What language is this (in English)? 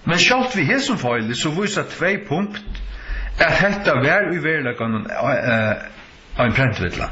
Faroese